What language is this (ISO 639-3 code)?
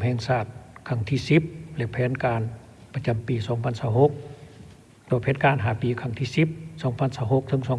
lao